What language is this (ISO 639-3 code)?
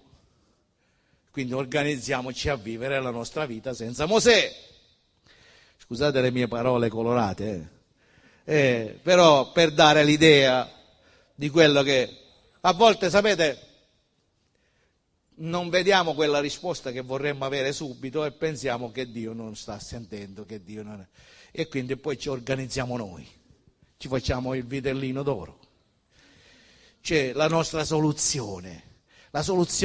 ita